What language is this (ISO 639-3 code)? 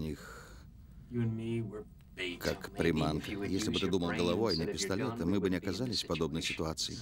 rus